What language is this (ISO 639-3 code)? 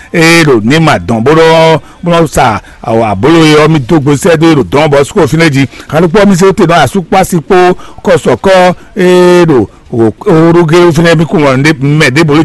fon